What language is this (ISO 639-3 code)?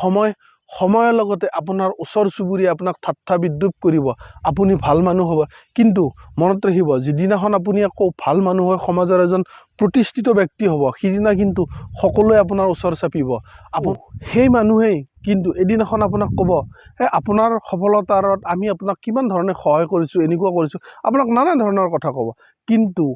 asm